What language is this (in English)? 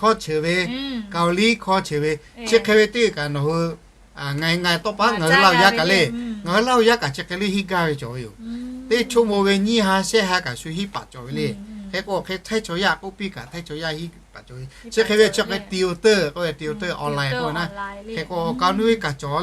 Lahu